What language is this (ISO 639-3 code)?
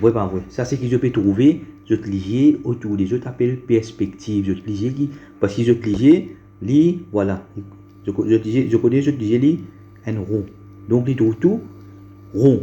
mfe